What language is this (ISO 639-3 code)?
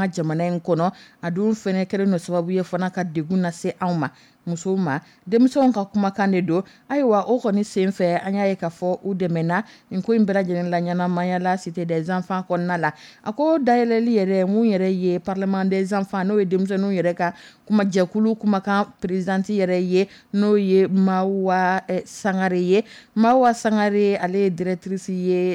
dyu